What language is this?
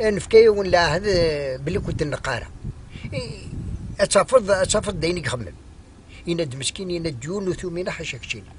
Kabyle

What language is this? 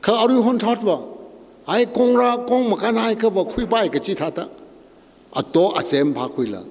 Tangkhul Naga (India)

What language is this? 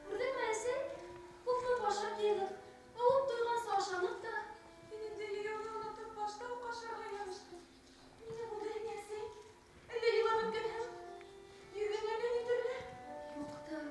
Bashkir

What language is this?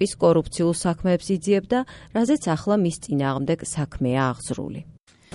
Georgian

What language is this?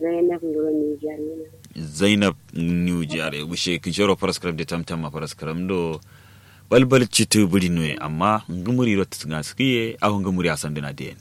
Kanuri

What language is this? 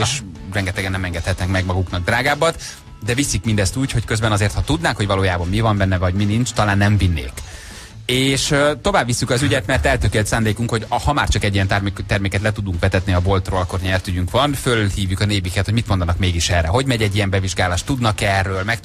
Hungarian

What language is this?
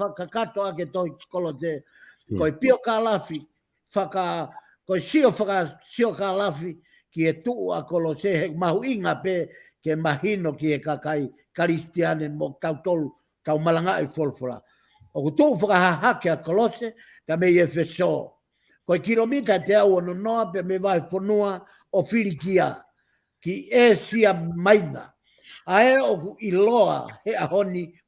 Tongan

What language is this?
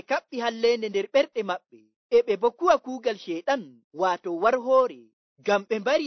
Nigerian Fulfulde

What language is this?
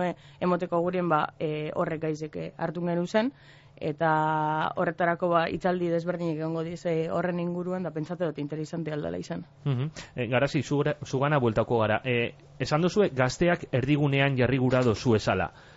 Basque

